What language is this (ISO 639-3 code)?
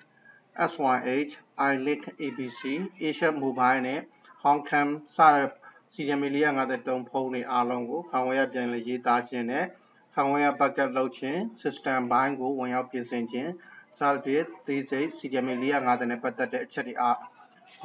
mya